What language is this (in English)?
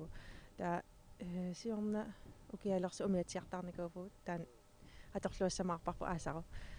Kalaallisut